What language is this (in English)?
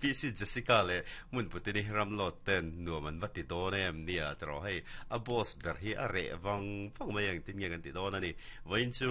Mizo